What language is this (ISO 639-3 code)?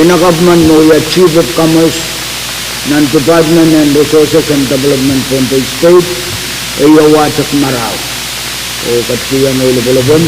pon